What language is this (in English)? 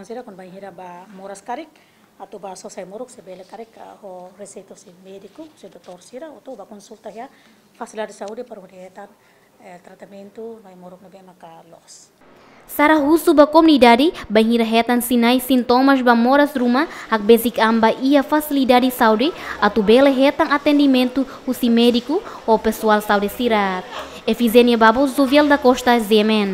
Tetum